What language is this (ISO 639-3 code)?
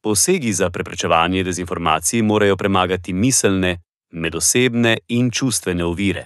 slv